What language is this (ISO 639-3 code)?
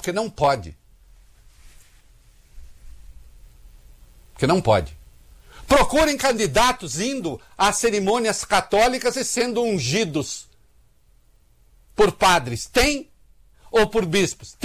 por